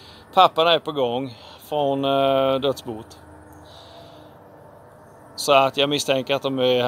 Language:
Swedish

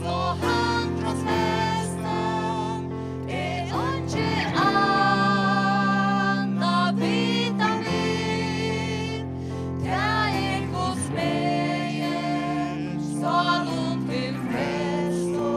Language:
Faroese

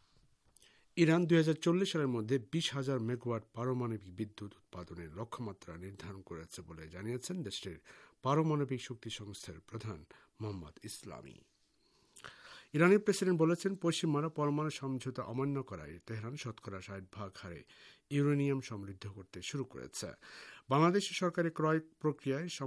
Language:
Bangla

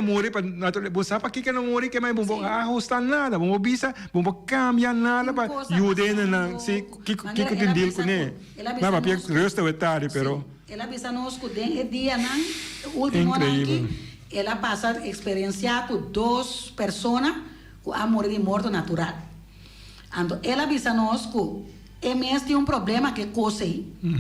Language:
Papiamento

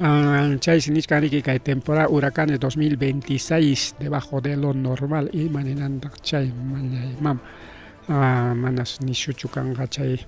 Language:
Ayacucho Quechua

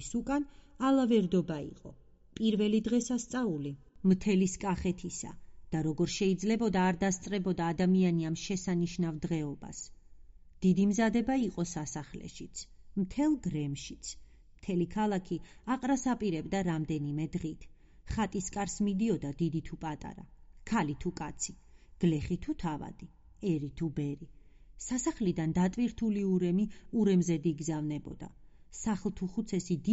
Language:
Georgian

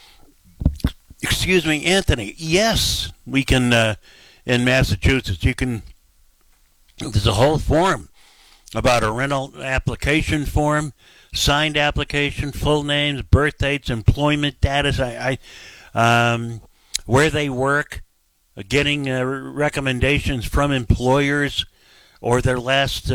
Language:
English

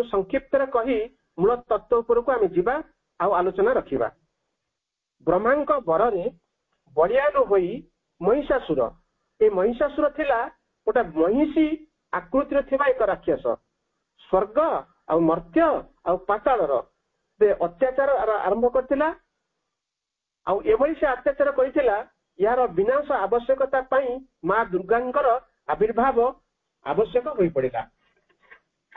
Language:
Odia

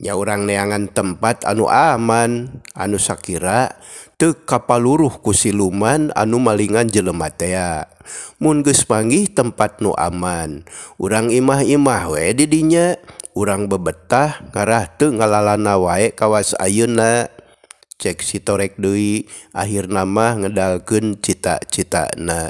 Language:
Sundanese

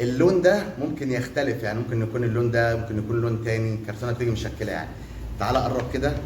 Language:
Egyptian Arabic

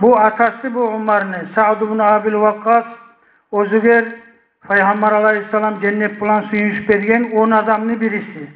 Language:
Kumyk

